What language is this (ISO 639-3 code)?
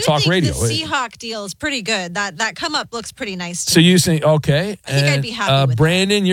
eng